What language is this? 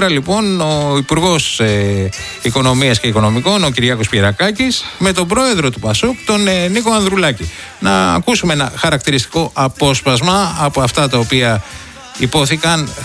Greek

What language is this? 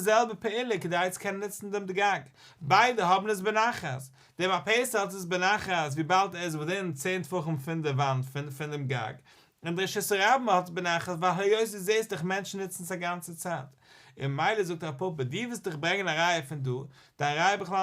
Yiddish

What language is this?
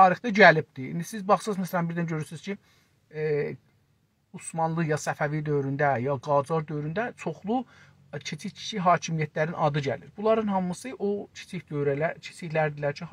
South Azerbaijani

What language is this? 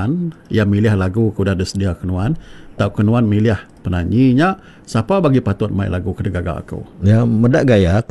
Iban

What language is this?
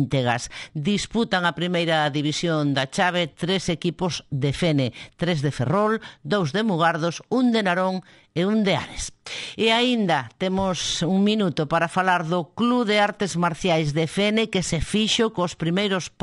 Galician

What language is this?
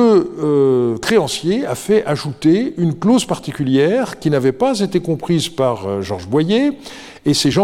French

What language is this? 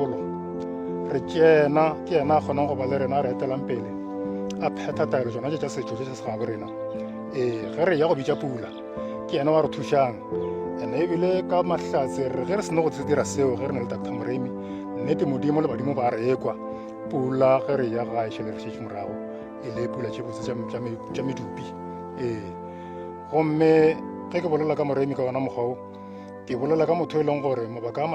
Northern Sotho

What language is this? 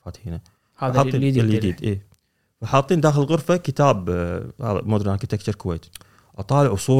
Gulf Arabic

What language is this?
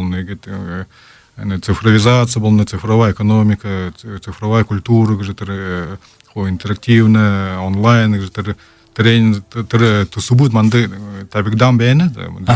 Buriat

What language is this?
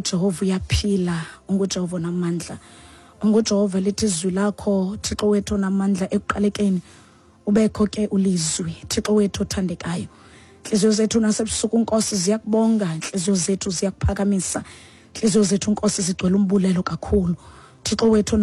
Xhosa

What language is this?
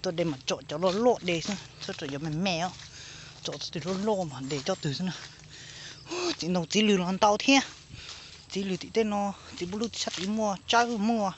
Hmong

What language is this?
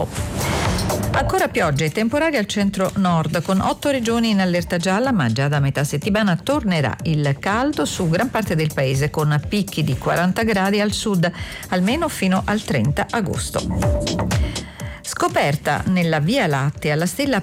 Italian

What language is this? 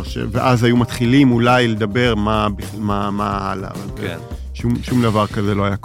Hebrew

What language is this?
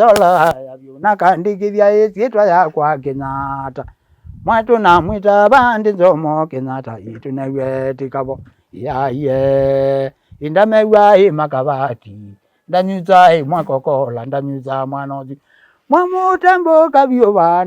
Kamba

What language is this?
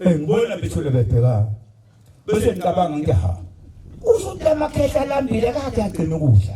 Zulu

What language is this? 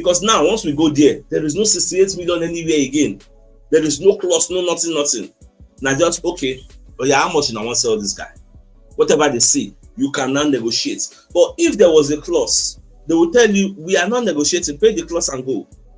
Nigerian Pidgin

